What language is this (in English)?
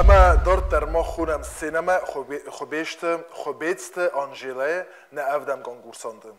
Ossetic